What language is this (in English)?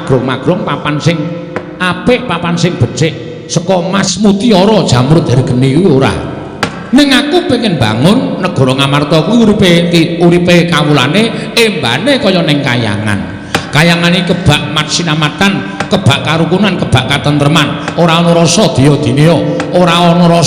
Javanese